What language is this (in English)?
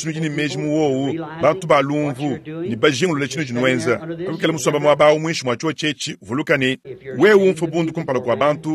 Luba-Lulua